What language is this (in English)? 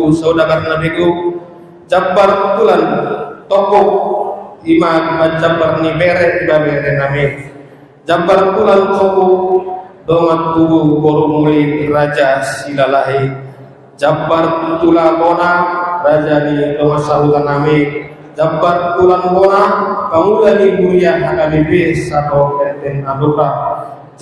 Batak Toba